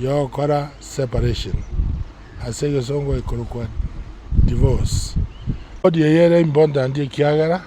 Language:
Gusii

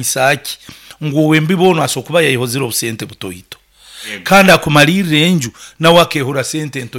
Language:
Nyoro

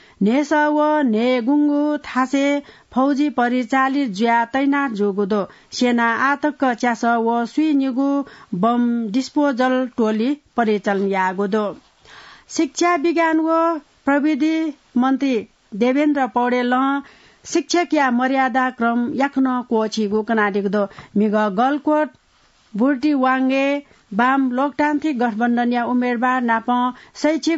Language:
Newari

